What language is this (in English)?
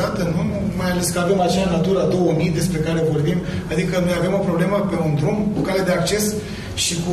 Romanian